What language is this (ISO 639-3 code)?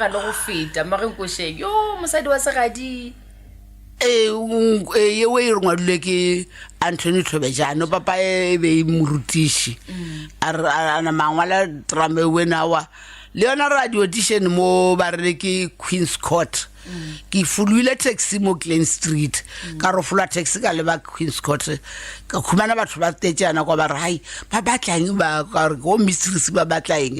nso